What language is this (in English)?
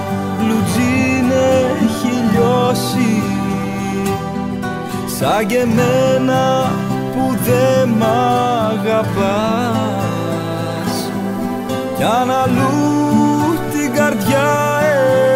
Greek